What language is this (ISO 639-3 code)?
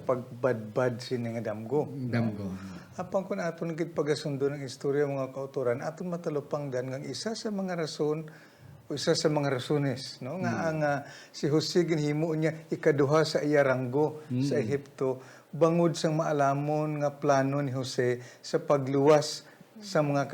hil